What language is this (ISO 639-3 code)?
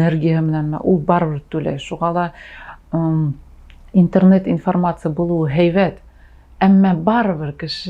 bak